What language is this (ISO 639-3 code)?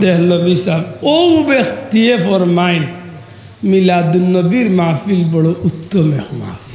syl